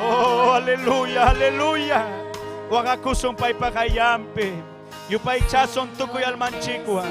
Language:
Ayacucho Quechua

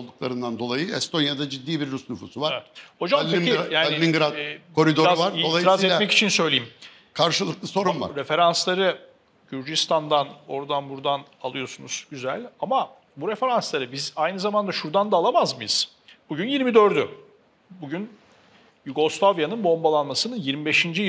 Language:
Turkish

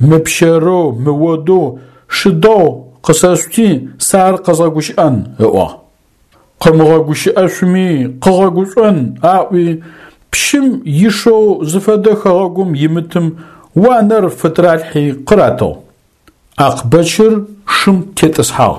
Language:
Adyghe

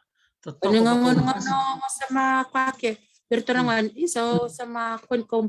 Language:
Fijian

